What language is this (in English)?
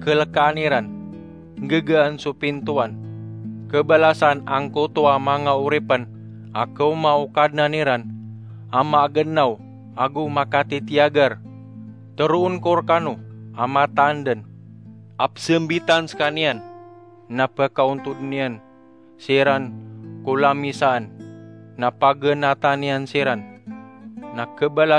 Maranao